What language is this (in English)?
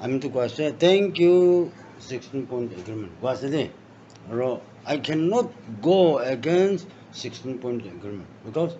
Naga Pidgin